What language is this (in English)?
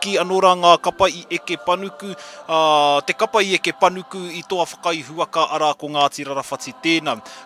Māori